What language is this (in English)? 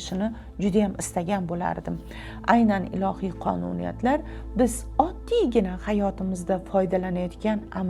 Uzbek